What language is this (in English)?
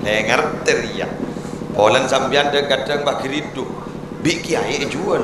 Madurese